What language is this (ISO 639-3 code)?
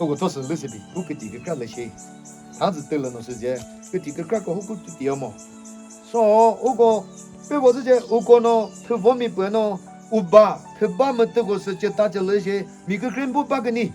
nri